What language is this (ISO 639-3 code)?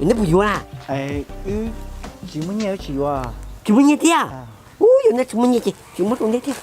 hmn